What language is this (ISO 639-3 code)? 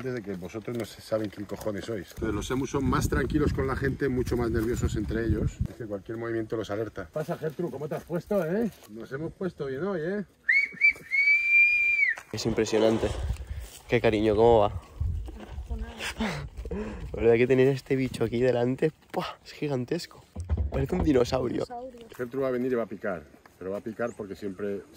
spa